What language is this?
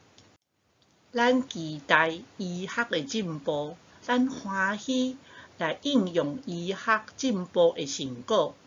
Min Nan Chinese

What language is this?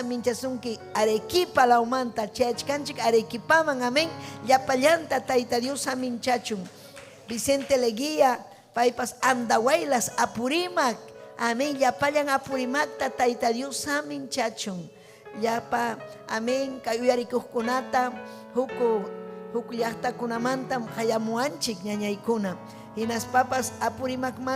Ayacucho Quechua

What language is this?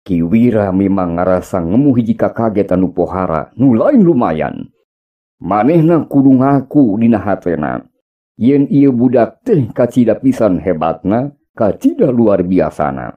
Sundanese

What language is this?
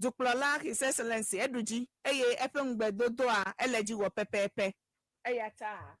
Ewe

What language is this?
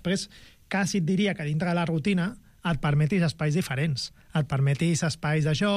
Catalan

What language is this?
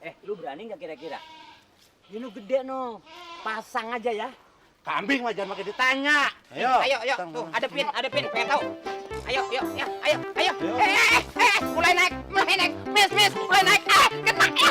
Betawi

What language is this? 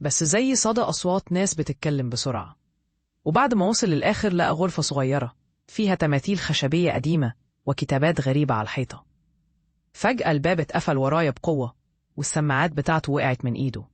Egyptian Arabic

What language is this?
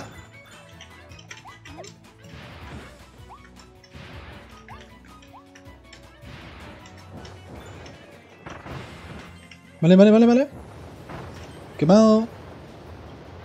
Spanish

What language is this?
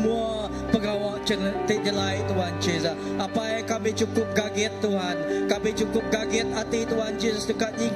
Iban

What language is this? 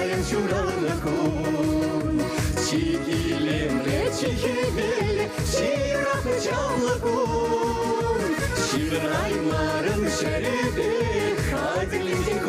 Chuvash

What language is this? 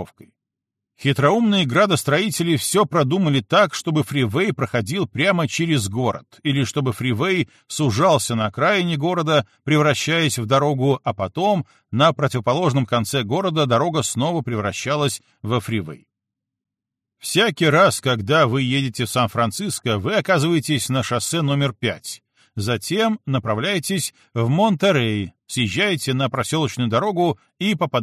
Russian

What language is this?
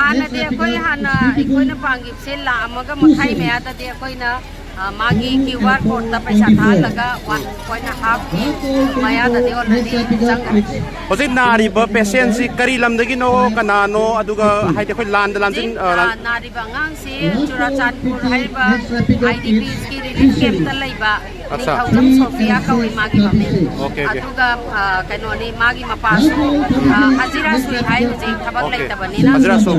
Manipuri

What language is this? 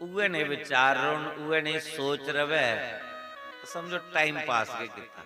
Dogri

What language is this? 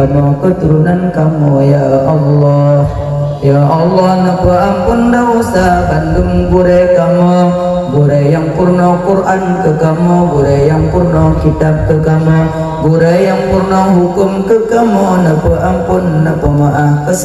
Achinese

